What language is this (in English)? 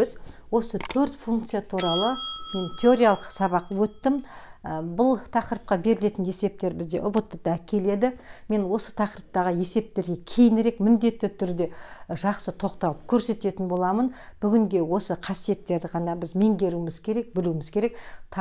Kazakh